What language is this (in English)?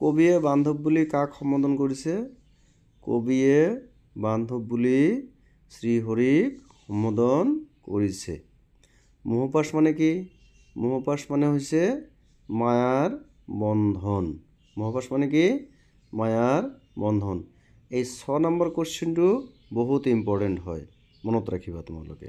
Assamese